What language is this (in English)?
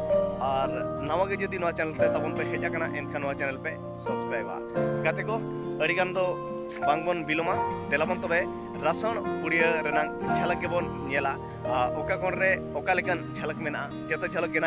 Santali